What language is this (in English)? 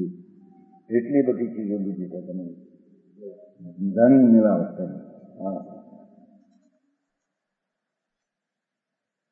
Gujarati